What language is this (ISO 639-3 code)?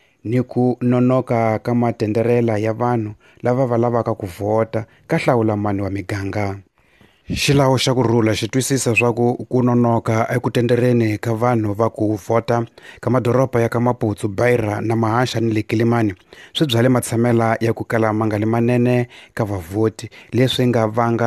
tso